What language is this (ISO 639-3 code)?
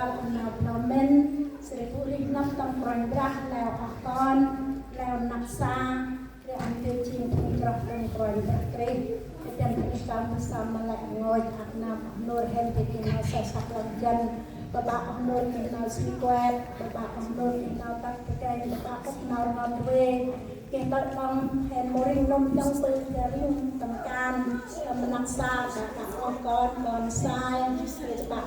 cmo